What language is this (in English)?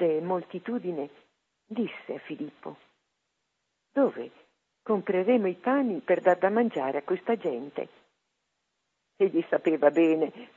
Italian